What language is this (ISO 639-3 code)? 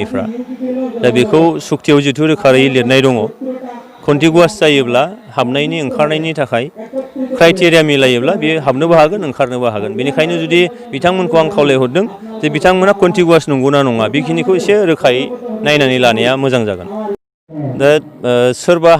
brx